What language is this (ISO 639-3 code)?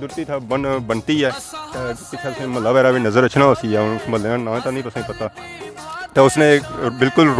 phr